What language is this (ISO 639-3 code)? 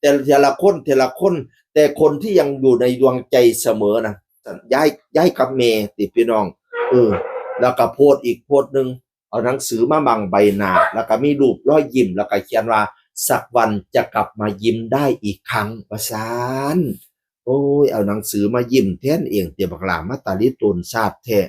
tts